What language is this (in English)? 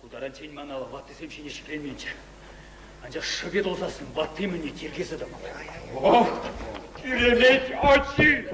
Chuvash